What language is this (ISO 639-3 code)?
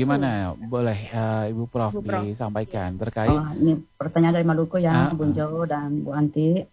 ind